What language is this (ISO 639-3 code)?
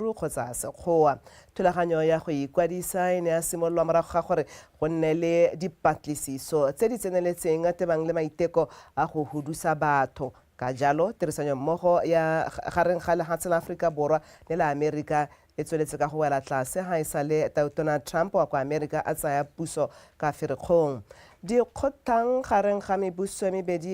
tsn